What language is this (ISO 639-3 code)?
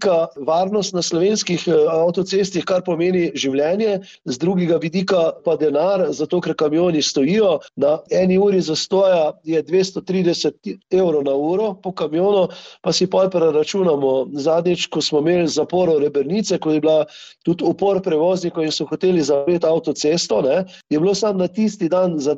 slv